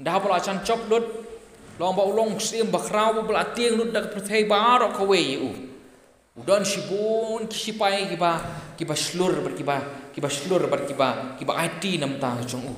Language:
Khasi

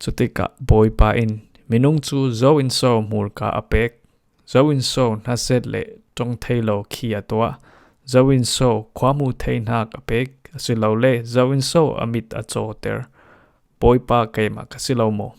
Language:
Falam Chin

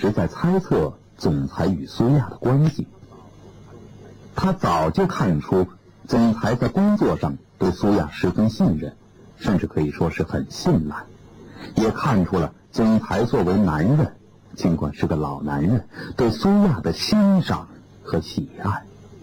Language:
Chinese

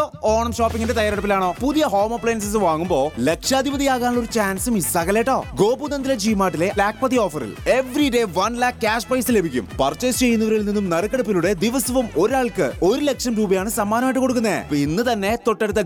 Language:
Malayalam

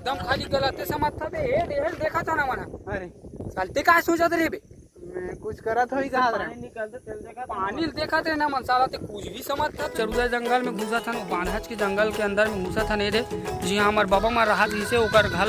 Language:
Chhattisgarhi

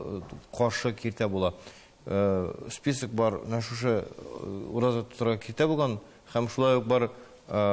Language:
Tatar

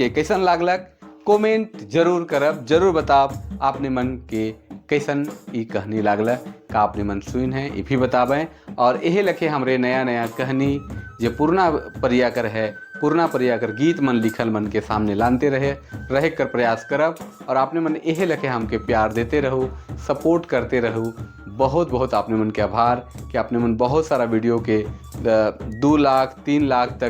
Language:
Sadri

